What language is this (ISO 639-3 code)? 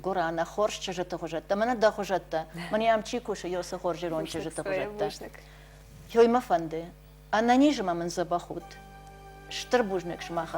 oss